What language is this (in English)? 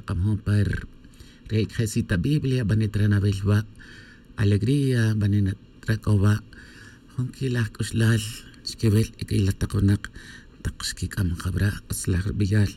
Tz'utujil